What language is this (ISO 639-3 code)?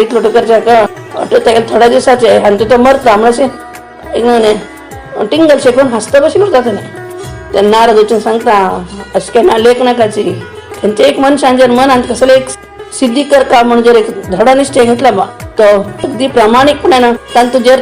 kok